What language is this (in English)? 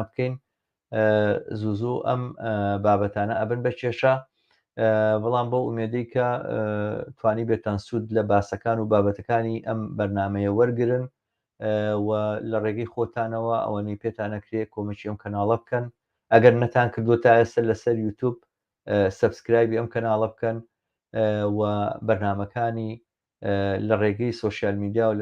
Central Kurdish